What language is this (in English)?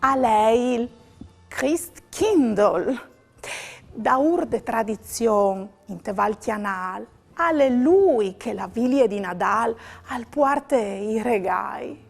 Friulian